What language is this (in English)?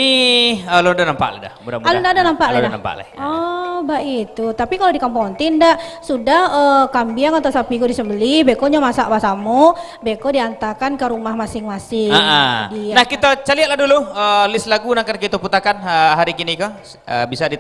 Minangkabau